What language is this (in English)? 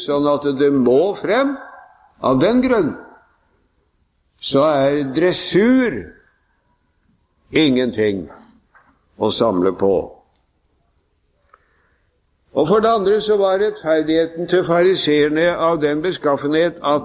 Norwegian